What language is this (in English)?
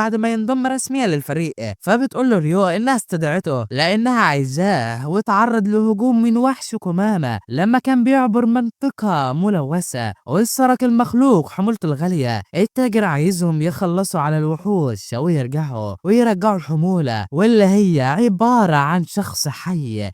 Egyptian Arabic